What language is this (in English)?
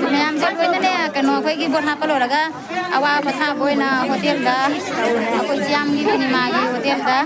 Manipuri